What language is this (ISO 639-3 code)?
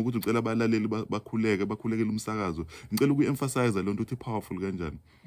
zul